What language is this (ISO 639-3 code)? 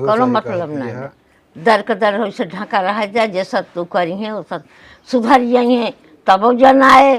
awa